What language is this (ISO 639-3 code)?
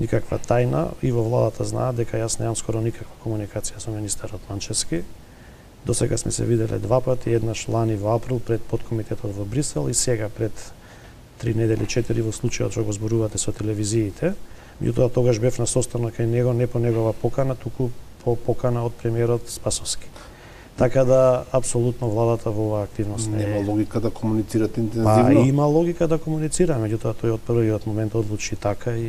mkd